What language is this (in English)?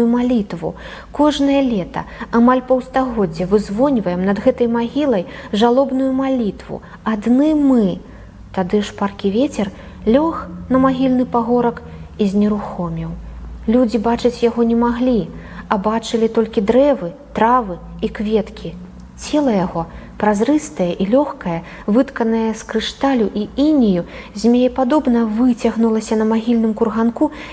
Belarusian